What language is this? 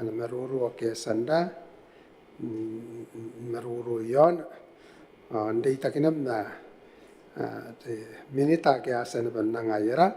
Gilbertese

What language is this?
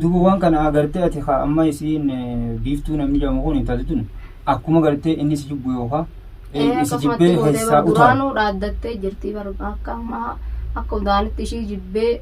Oromo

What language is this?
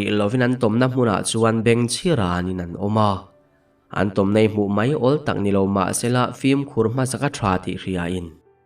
Mizo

